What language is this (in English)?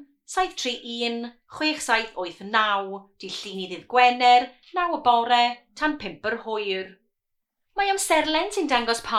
Welsh